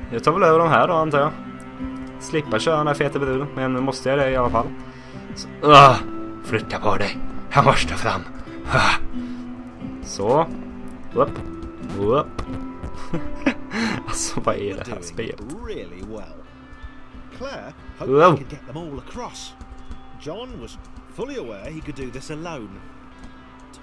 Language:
Swedish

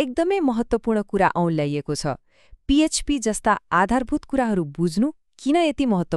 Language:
Nepali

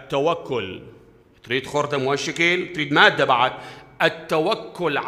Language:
Mesopotamian Arabic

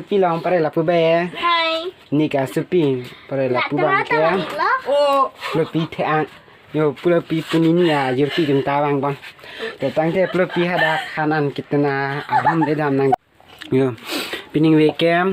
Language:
Karbi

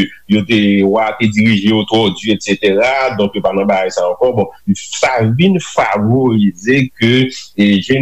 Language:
Haitian Creole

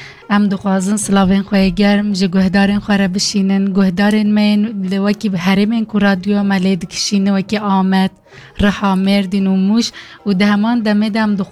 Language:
Kurdish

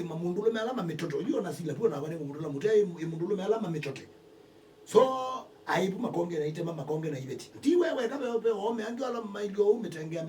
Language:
Kamba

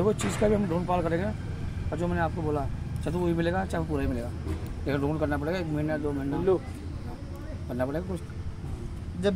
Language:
Hindi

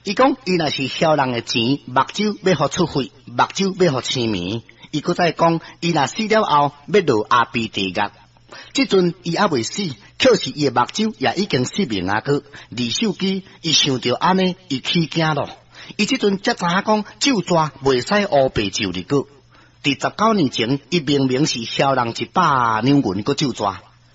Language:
Min Nan Chinese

